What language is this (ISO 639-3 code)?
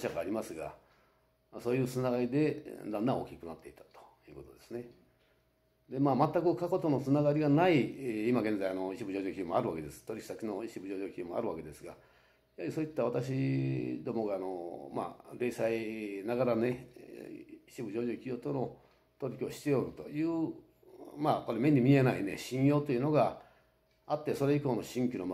jpn